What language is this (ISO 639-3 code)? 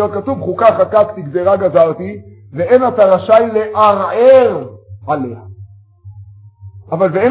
heb